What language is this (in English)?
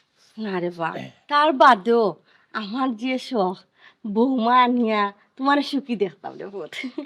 Sylheti